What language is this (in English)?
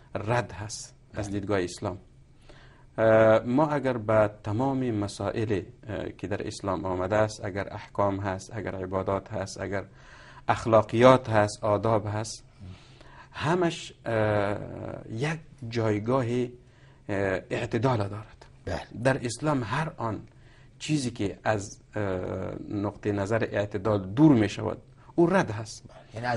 Persian